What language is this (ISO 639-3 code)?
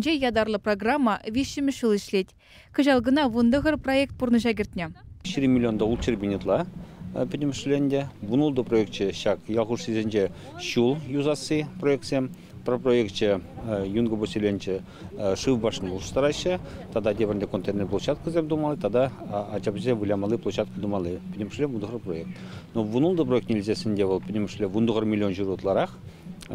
chv